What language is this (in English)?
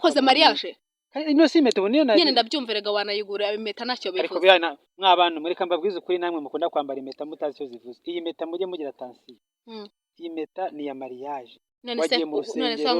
Kinyarwanda